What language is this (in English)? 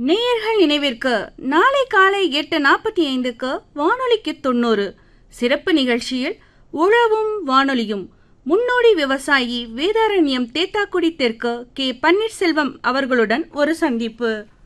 Tamil